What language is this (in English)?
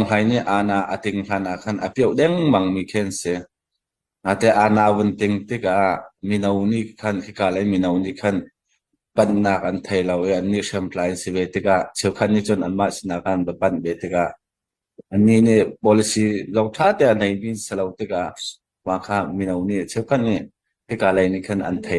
Hakha Chin